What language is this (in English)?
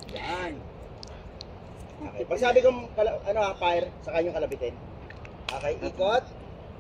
Filipino